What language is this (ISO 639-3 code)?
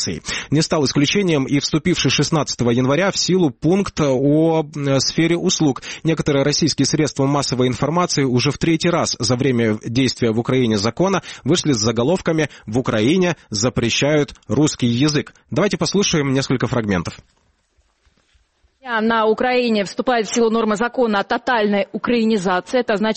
rus